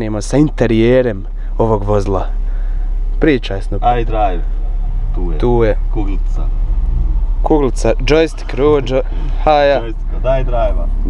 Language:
Croatian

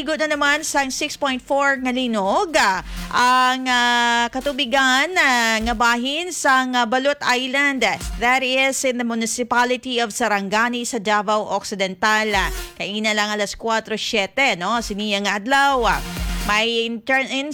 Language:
Hiligaynon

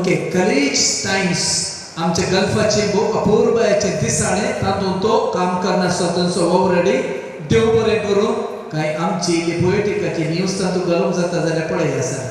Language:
Konkani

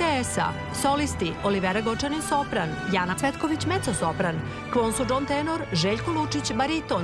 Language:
Serbian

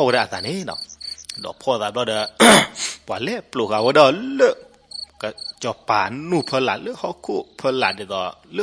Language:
S'gaw Karen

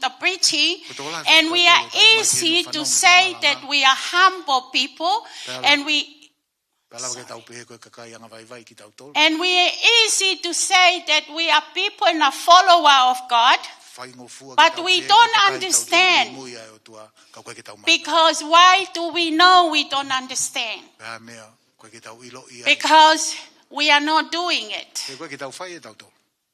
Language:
Tongan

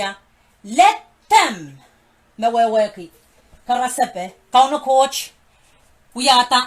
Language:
Pohnpeian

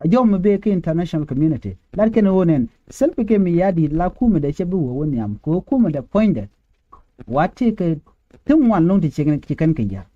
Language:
Nuer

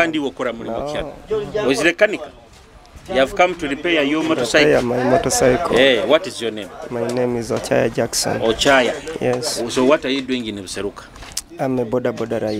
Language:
Nyoro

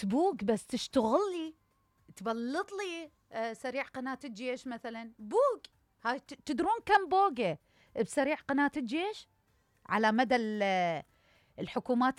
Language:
Mesopotamian Arabic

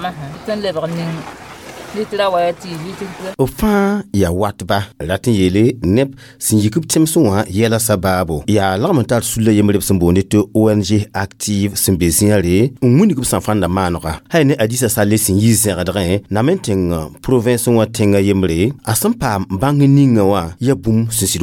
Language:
Mossi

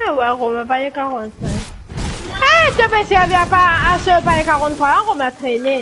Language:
Morisyen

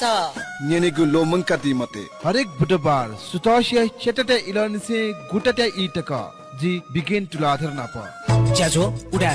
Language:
Newari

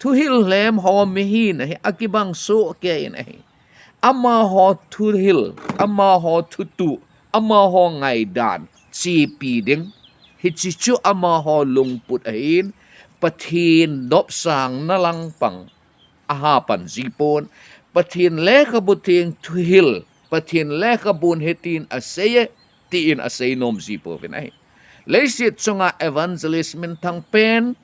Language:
Thado Chin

